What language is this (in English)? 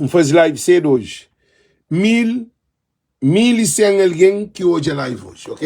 Kabuverdianu